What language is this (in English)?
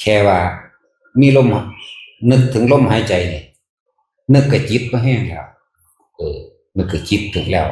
Northeastern Thai